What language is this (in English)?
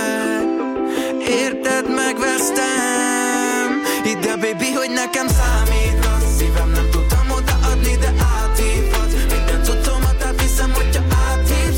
Hungarian